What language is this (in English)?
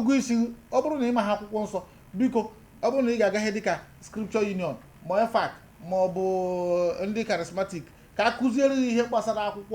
Igbo